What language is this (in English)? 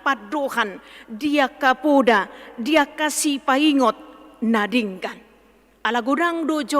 Batak Toba